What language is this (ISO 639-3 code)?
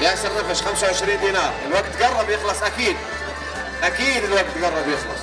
apc